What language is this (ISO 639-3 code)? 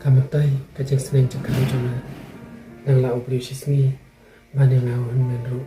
kha